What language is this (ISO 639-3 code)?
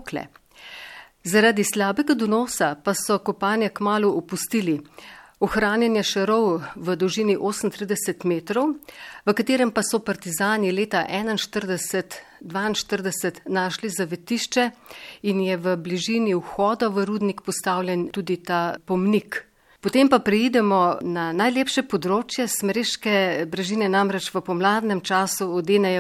slv